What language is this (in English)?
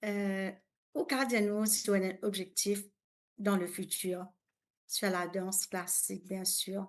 Morisyen